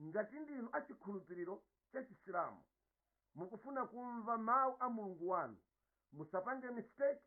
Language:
Nyanja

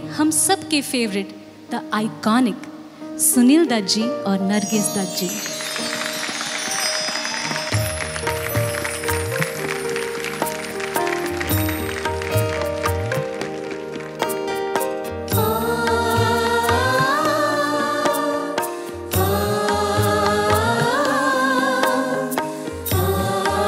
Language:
Hindi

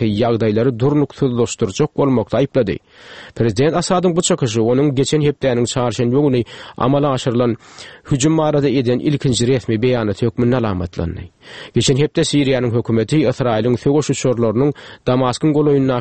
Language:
Turkmen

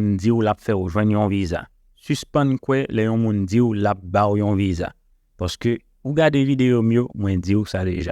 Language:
Haitian Creole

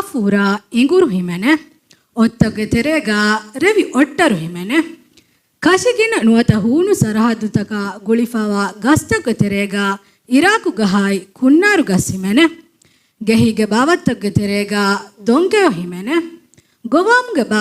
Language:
Divehi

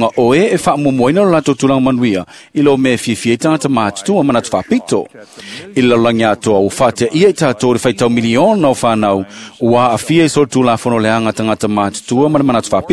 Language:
Samoan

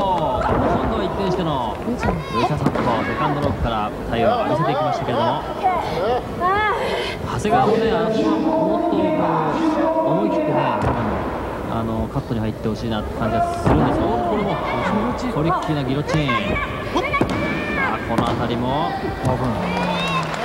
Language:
Japanese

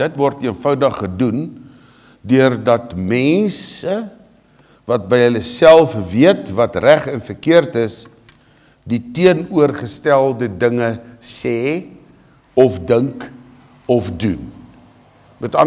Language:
Afrikaans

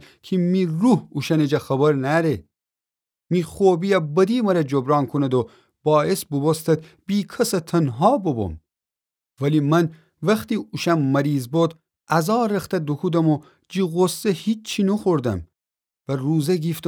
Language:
Gilaki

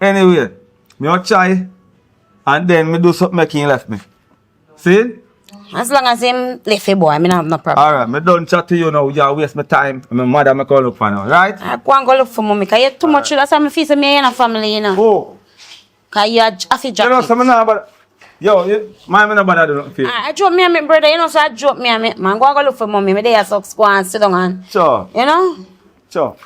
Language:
Jamaican Creole English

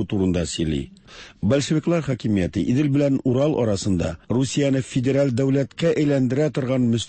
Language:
Tatar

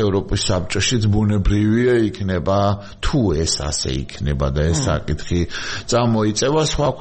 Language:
Georgian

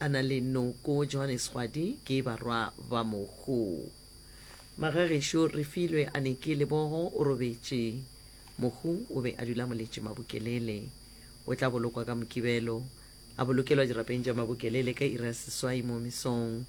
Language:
Northern Sotho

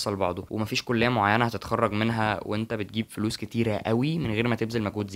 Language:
Egyptian Arabic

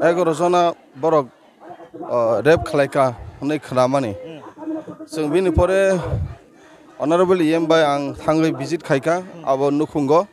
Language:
Riang (India)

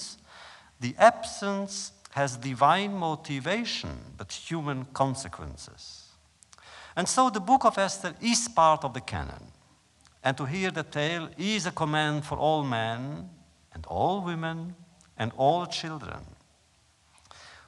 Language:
English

